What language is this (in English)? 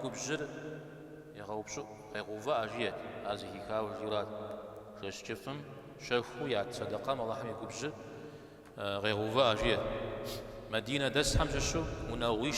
Kabardian